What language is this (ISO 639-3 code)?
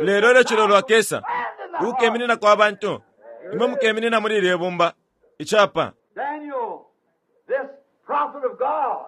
bem